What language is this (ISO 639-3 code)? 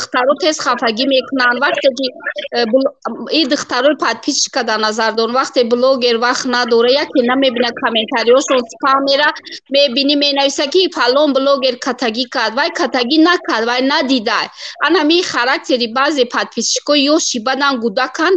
tgk